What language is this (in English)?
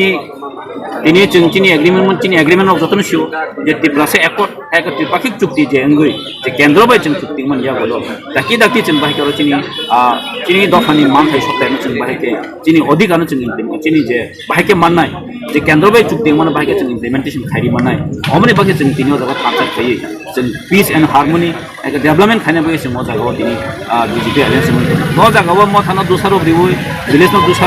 Kok Borok